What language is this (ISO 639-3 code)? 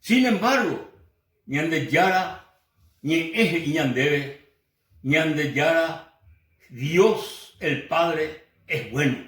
grn